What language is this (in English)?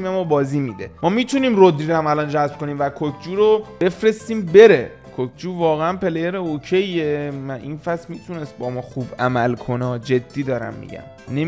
Persian